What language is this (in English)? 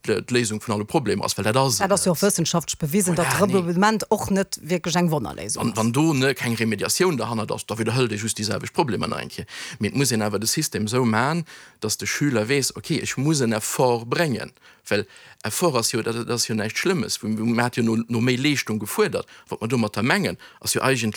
Luxembourgish